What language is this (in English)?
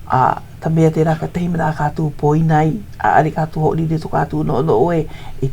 Hawaiian